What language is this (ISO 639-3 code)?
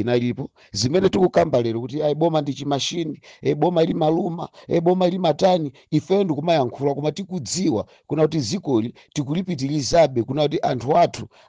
nya